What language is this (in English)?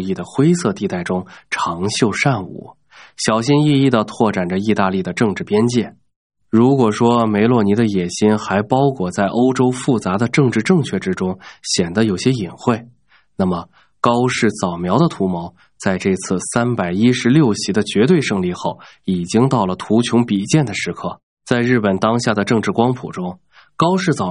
Chinese